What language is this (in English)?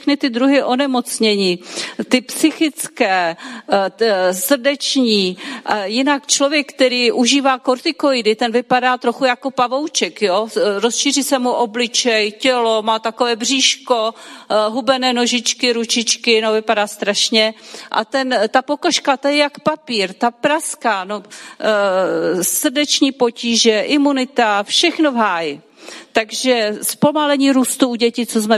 Czech